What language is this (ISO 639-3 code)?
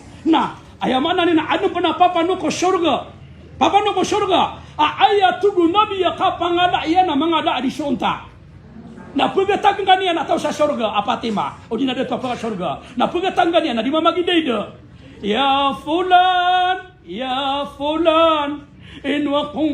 mrw